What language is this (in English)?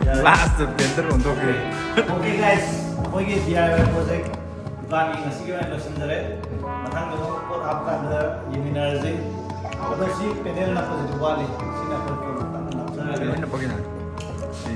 Manipuri